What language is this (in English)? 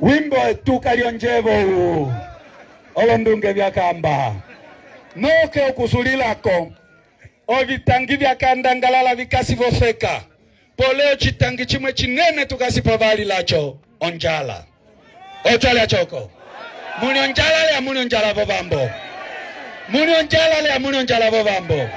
Umbundu